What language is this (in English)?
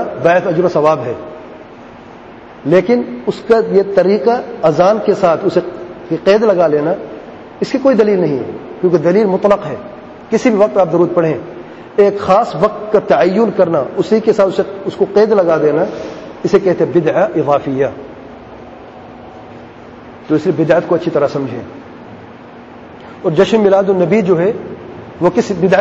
Urdu